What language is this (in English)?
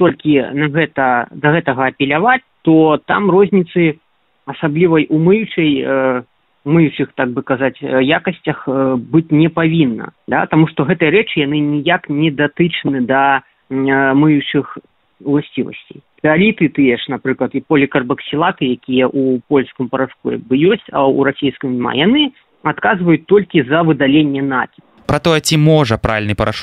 Belarusian